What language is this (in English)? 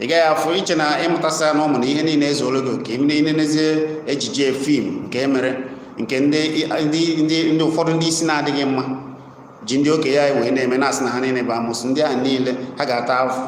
Igbo